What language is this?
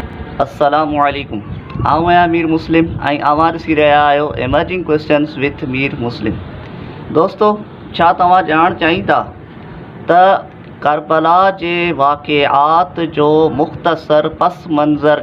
Sindhi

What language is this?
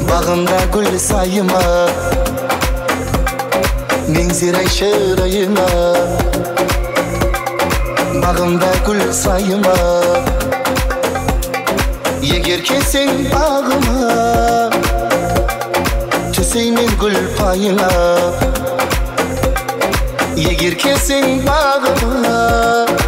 Kara-Kalpak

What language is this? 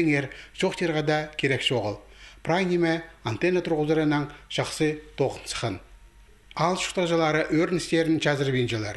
Khakas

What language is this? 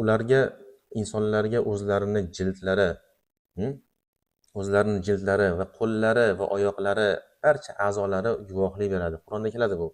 Uzbek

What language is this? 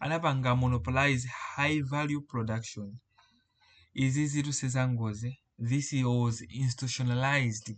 Nyanja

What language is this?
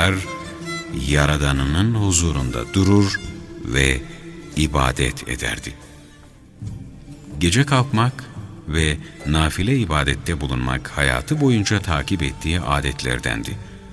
Turkish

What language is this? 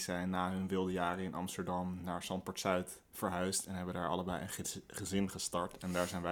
Dutch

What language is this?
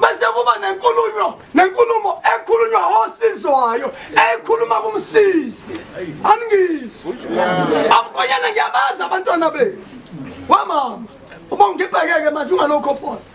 Zulu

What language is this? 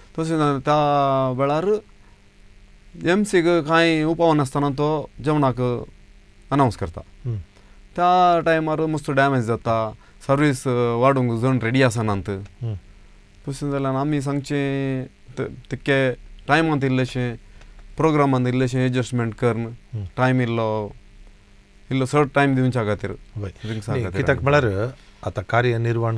Konkani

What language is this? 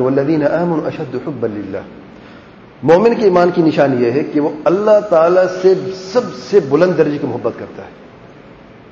Urdu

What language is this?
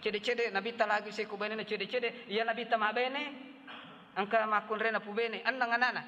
Buginese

